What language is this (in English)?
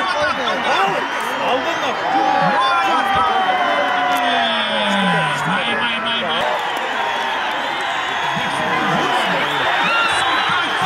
Kyrgyz